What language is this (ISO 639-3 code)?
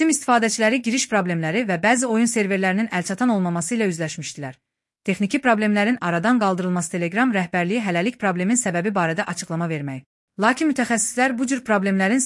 aze